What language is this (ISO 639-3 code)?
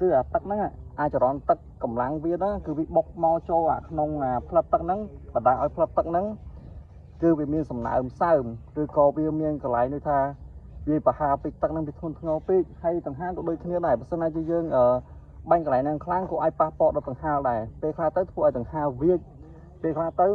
khm